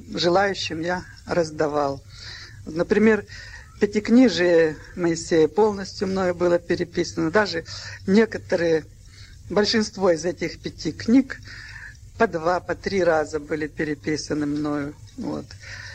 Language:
Russian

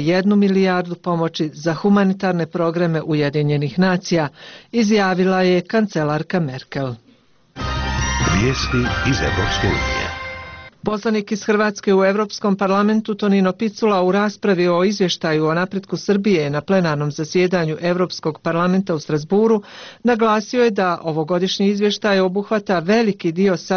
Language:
Bosnian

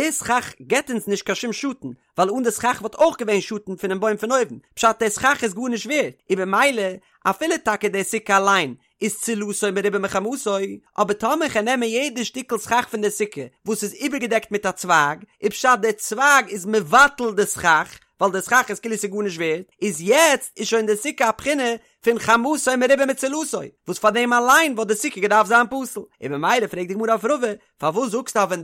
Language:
Yiddish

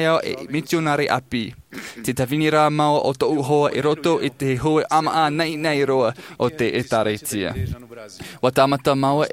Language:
Tahitian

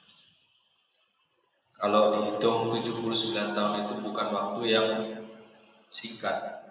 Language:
Indonesian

